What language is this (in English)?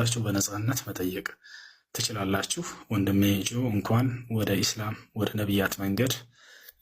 Amharic